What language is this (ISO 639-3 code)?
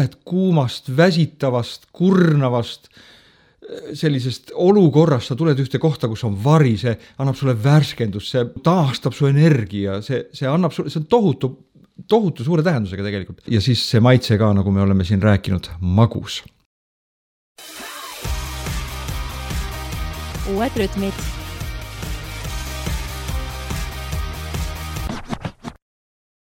est